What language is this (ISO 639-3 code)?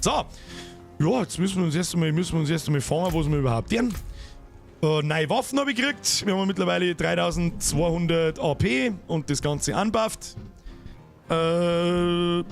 bar